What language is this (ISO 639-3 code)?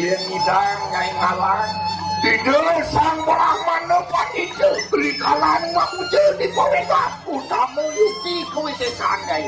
ban